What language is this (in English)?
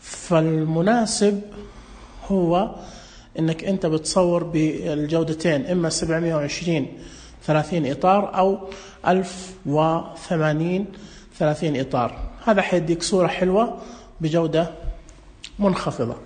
Najdi Arabic